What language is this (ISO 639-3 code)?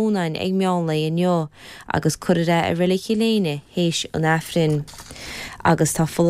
gle